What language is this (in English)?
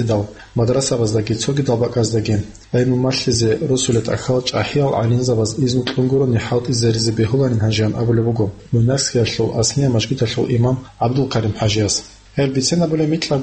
Avaric